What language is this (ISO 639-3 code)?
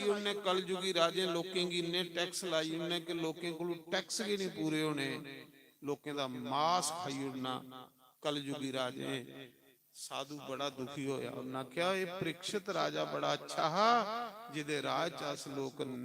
doi